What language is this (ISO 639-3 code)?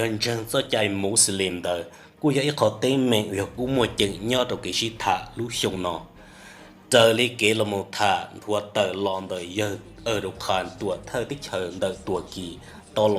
hmn